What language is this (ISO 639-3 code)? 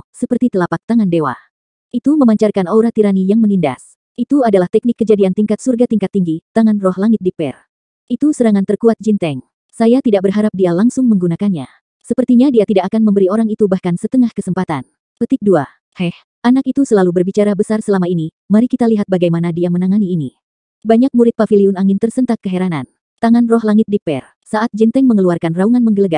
ind